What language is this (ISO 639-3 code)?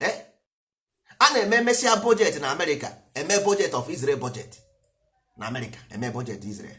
ibo